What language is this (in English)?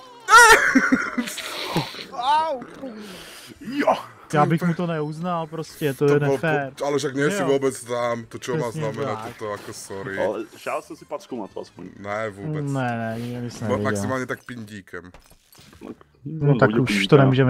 Czech